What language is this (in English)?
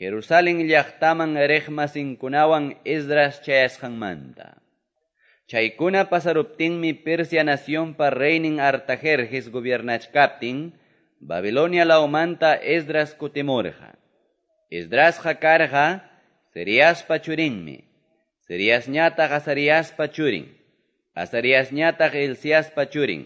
Quechua